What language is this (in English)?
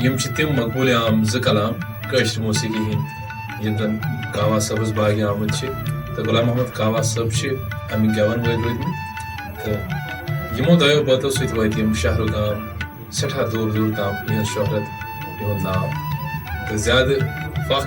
Kashmiri